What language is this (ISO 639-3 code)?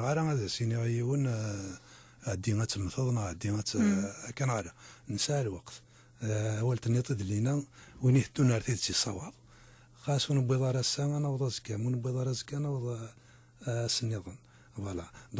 kab